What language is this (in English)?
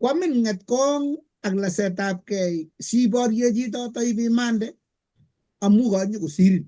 Kalenjin